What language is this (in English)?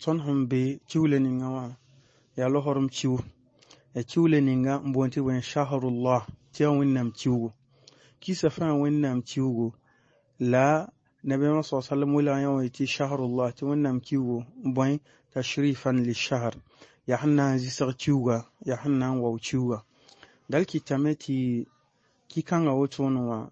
Mossi